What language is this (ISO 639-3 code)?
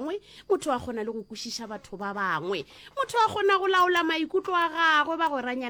nso